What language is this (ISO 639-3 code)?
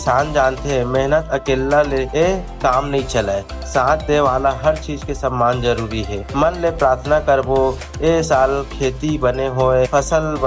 hne